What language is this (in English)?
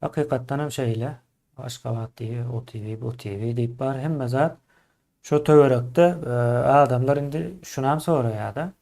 Turkmen